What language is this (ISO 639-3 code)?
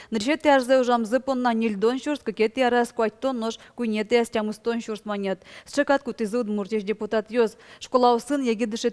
udm